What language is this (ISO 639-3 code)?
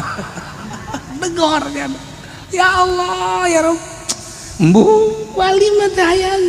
sun